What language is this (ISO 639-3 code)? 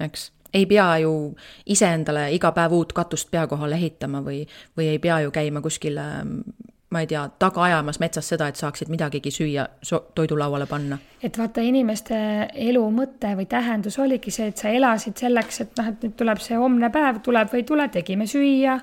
est